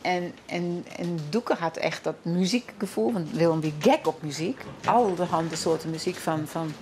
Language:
Western Frisian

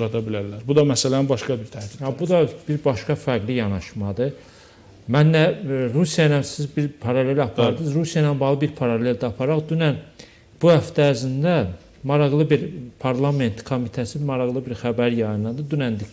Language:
Azerbaijani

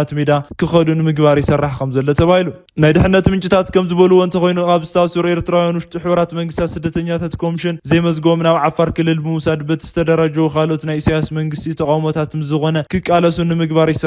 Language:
Tigrinya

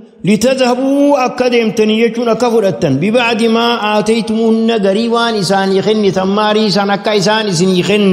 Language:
Oromo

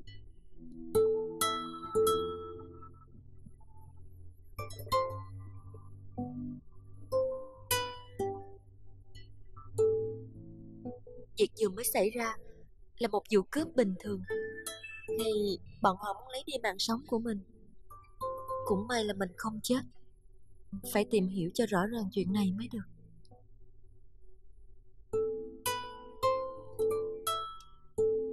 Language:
Vietnamese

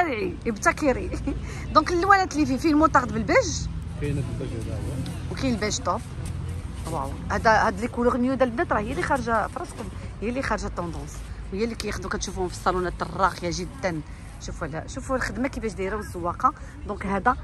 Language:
Moroccan Arabic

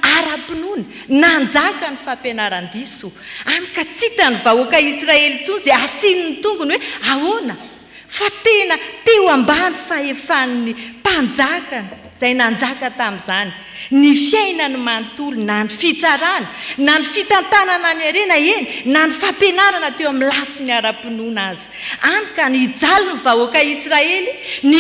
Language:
Malagasy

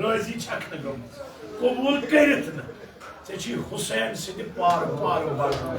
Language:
Kashmiri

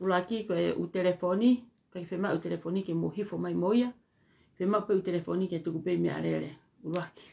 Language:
Tongan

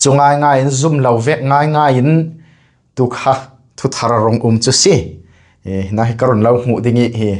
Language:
Falam Chin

